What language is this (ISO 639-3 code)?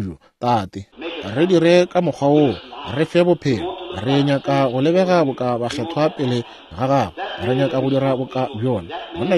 nso